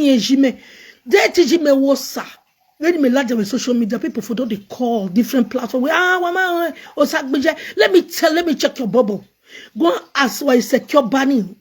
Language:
Nigerian Pidgin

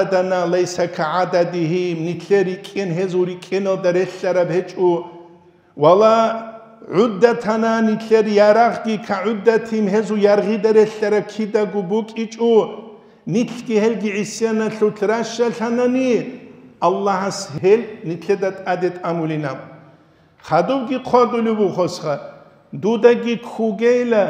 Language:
Avaric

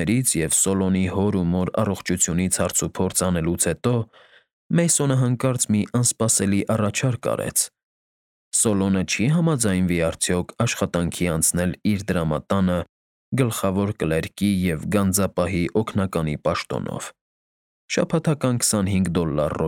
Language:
Armenian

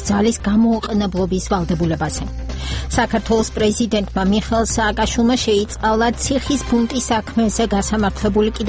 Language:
Georgian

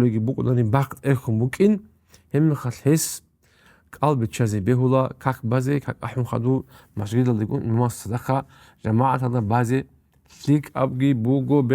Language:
Avaric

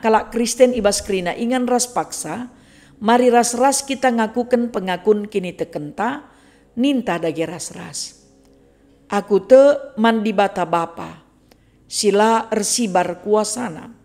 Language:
Batak Karo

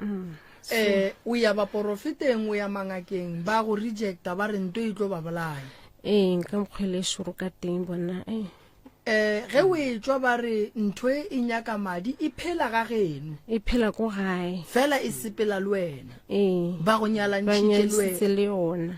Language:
Northern Sotho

